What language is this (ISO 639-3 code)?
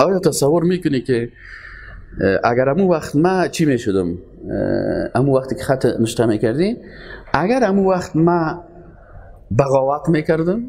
fas